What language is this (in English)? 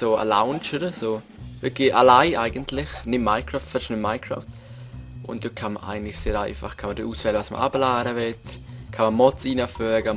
Swiss German